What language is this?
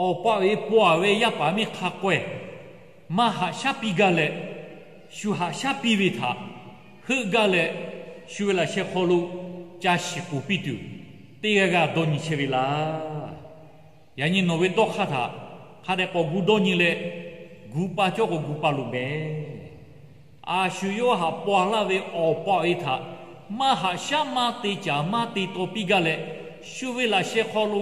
Lahu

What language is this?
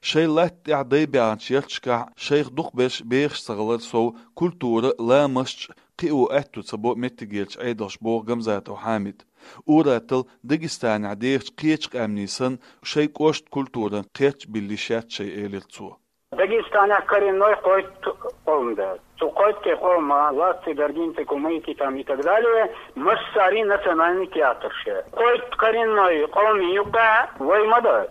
Chechen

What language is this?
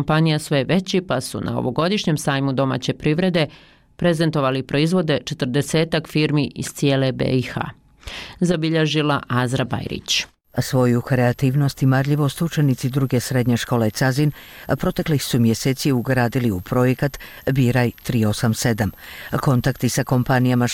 Bosnian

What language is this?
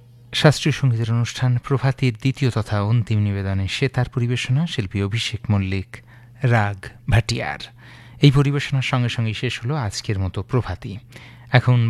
Bangla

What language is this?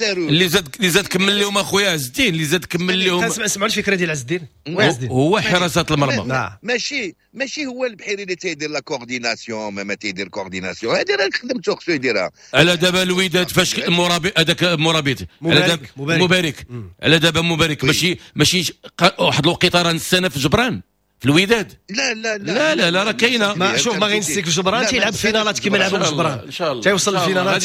Moroccan Arabic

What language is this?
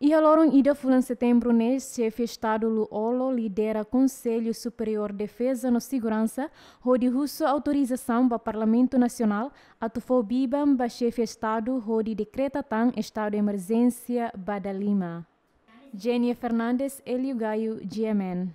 Tetum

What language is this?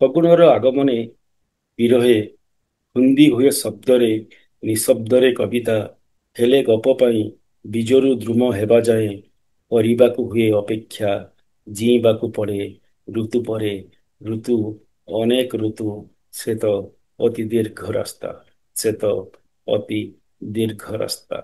Odia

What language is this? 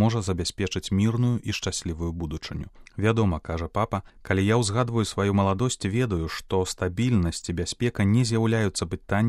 Belarusian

